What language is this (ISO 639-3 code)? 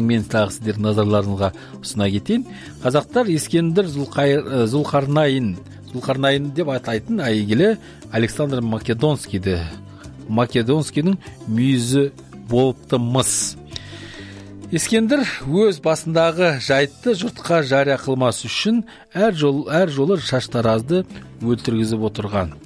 kaz